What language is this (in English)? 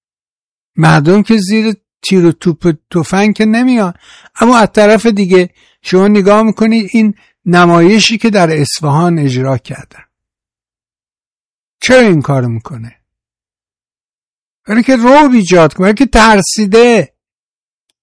Persian